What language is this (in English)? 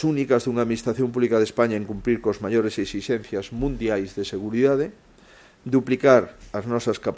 Galician